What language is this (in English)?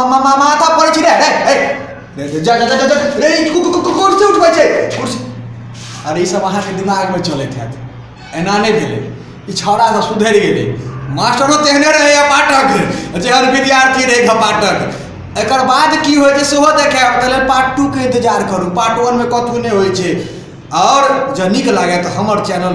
Maithili